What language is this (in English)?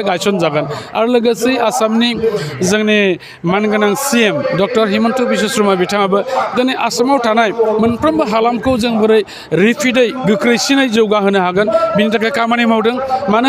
Bodo